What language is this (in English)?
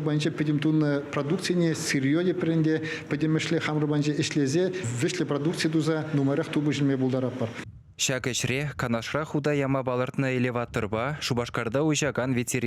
Chuvash